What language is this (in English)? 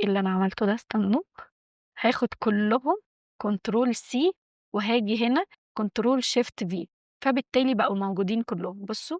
Egyptian Arabic